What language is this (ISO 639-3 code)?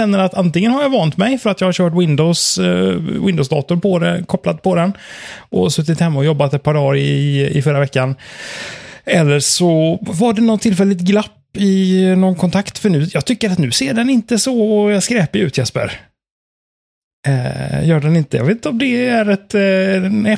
swe